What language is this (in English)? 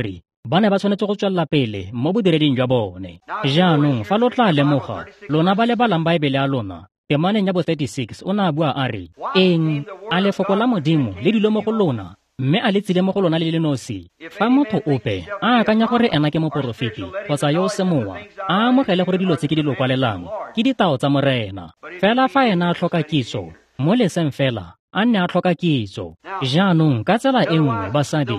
Tswana